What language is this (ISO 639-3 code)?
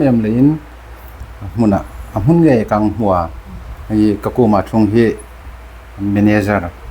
hmr